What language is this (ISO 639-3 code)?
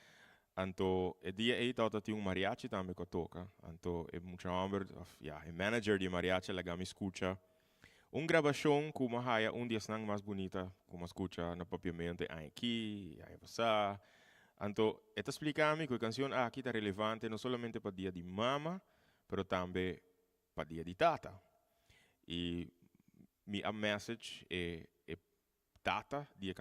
pap